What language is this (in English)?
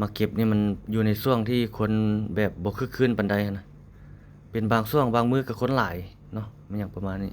Lao